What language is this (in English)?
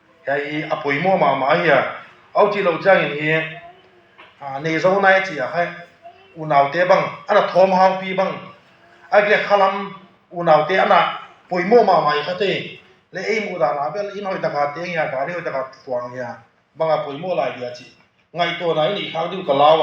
Tedim Chin